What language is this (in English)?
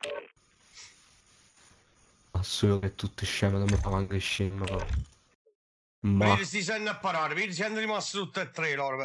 Italian